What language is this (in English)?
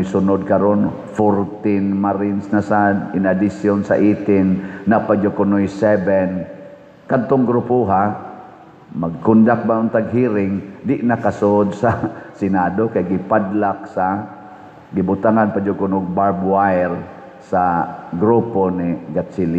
Cebuano